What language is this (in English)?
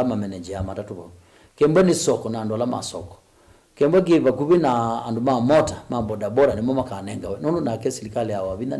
Kamba